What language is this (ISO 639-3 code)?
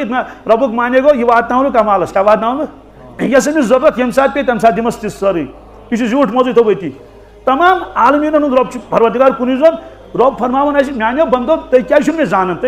kas